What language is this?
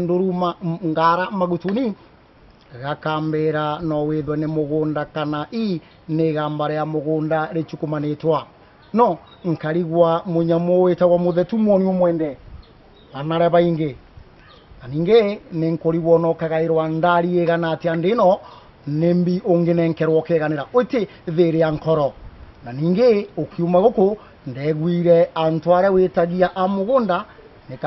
Chuka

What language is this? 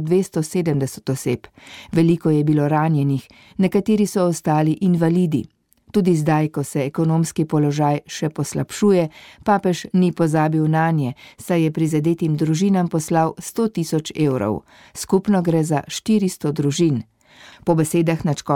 Slovenian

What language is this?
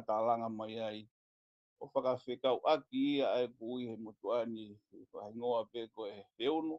Tongan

